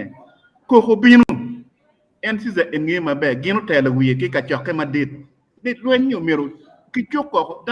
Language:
Acoli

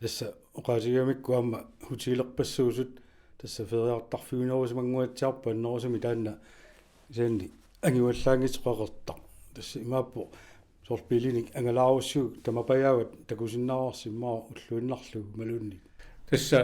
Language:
Kalaallisut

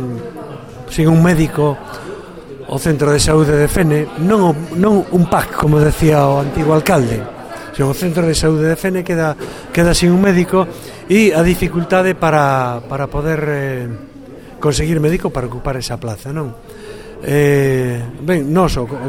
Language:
Galician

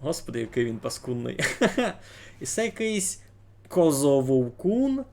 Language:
Rusyn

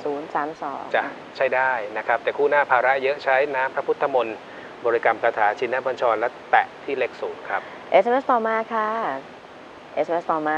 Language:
Thai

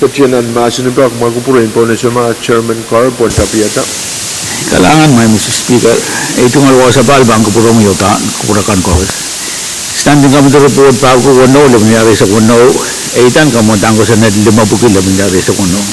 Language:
Pohnpeian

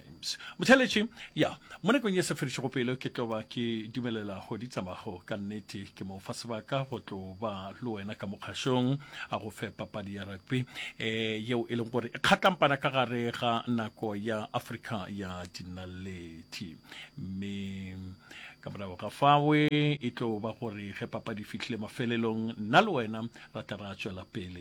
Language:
Northern Sotho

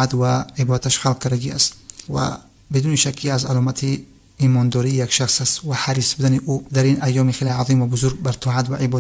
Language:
Tajik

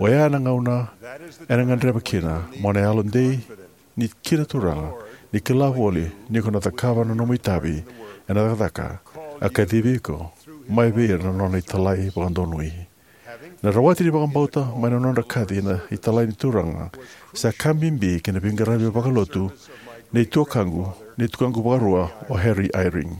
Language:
Fijian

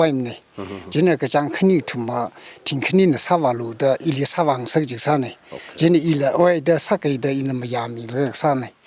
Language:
Tangkhul Naga (India)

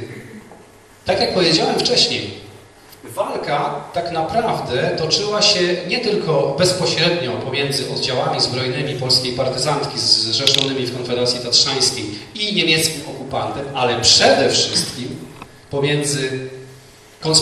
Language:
Polish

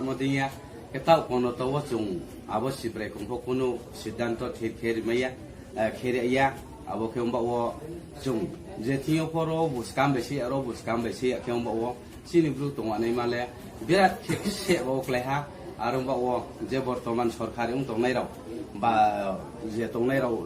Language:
Kok Borok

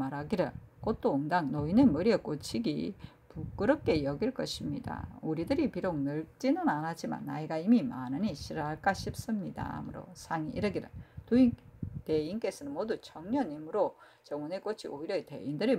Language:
Korean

